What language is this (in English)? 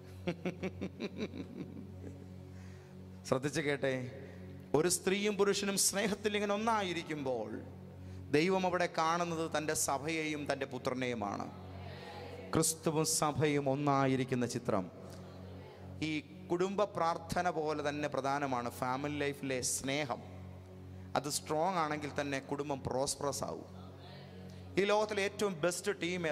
Malayalam